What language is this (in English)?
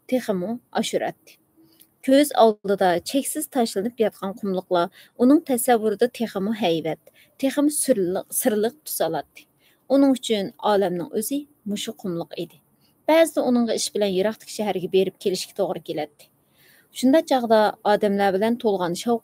Uyghur